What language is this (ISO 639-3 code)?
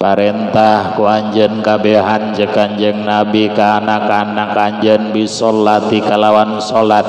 sun